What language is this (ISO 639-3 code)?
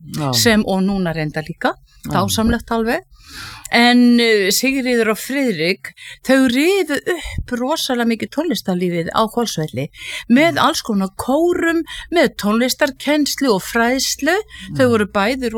isl